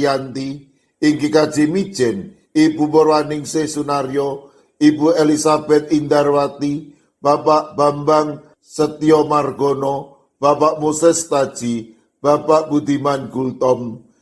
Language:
Javanese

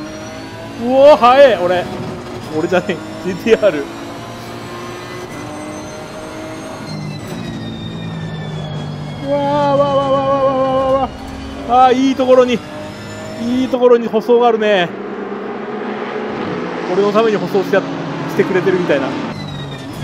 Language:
Japanese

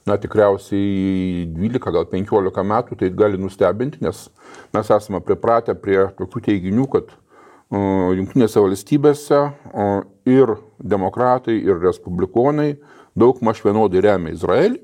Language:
Lithuanian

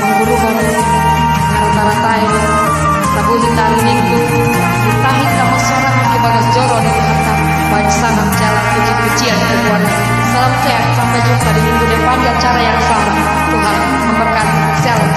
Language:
Batak Toba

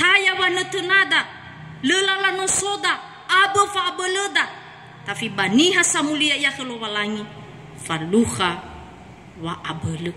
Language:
Nias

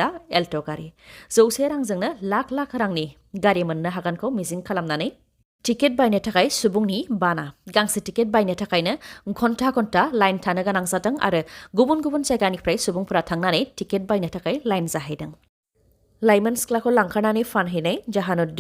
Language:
Bodo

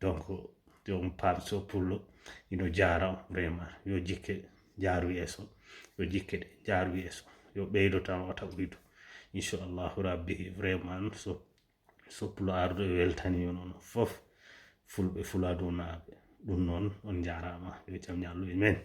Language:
Fula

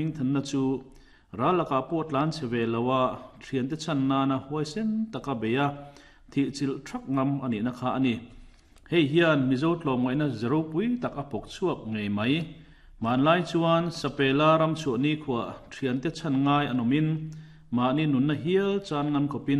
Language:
Mizo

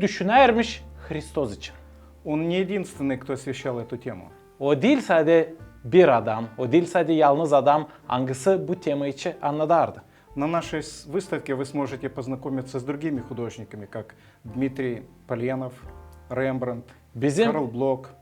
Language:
Gagauz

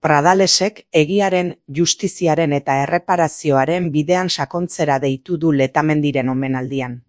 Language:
Basque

